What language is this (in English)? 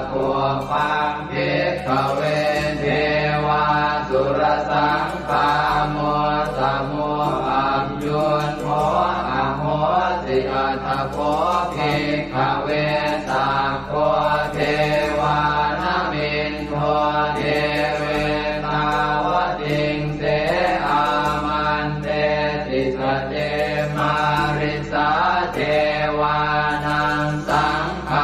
Pali